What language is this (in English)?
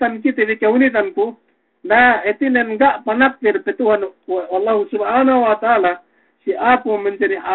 Yakan